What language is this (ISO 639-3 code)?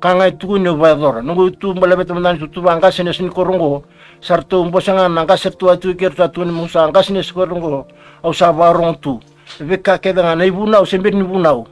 fij